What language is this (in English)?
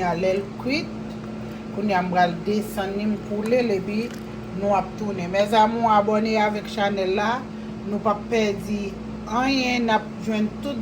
Haitian Creole